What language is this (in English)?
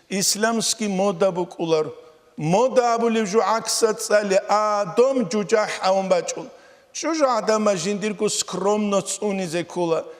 Avaric